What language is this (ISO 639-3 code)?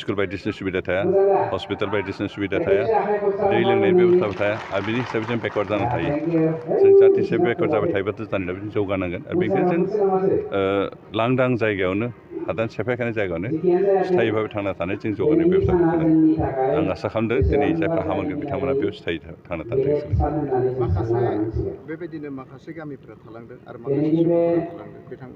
brx